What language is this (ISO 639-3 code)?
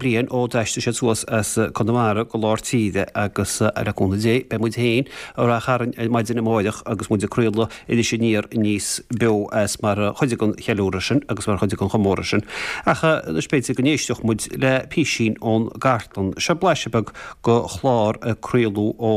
gle